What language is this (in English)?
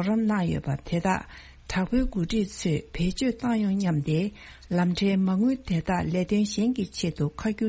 Tibetan